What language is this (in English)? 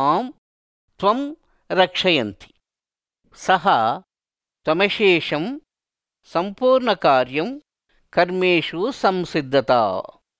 Sanskrit